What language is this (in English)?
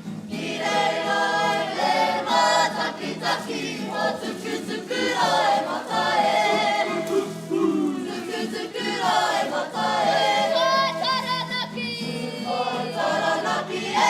Māori